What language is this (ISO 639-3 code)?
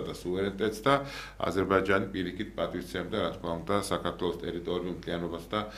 kat